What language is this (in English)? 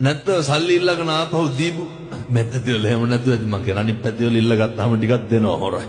Sinhala